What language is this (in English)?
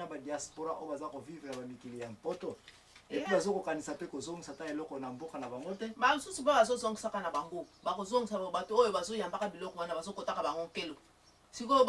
Lingala